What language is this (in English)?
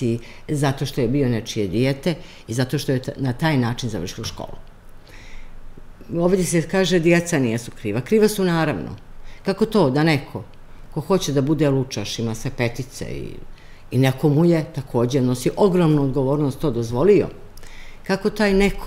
Serbian